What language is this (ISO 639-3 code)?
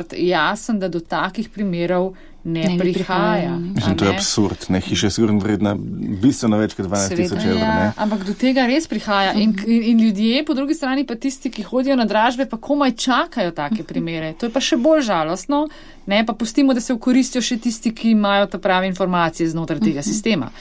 slv